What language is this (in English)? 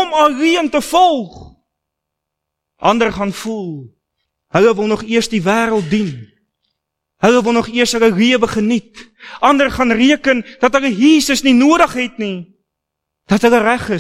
Afrikaans